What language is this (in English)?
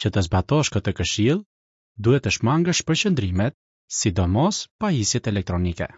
Albanian